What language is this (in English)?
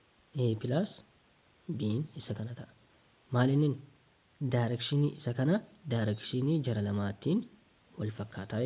Oromo